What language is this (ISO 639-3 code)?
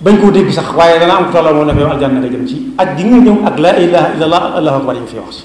wol